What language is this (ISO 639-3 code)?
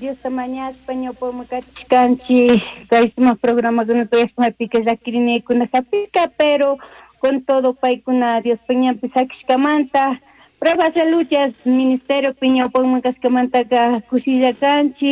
qug